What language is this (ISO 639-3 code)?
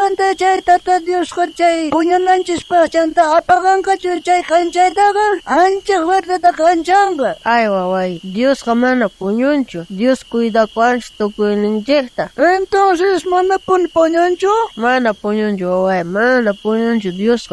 quh